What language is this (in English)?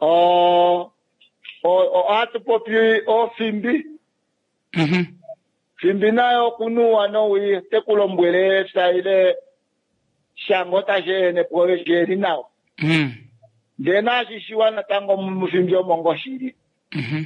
Kuanyama